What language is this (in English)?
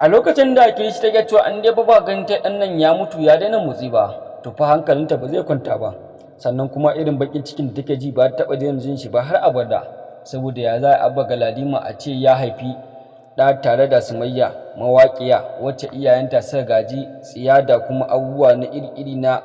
Hausa